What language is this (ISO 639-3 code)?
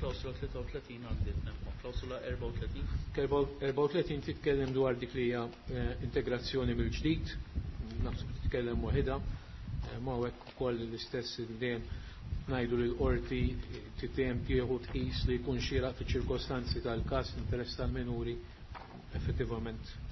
mlt